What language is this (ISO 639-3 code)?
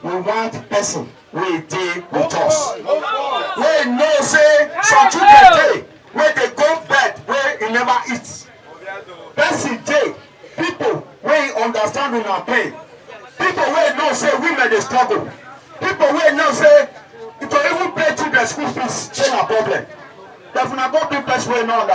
pcm